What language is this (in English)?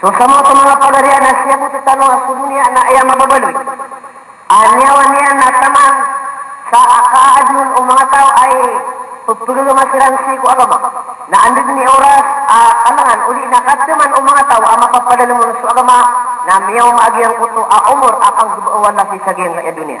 Maranao